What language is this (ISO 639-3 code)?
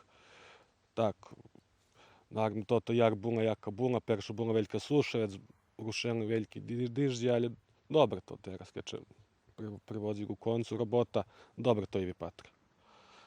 rue